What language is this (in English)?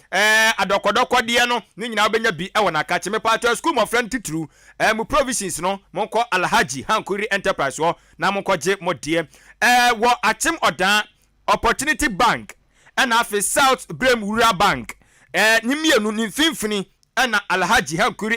Akan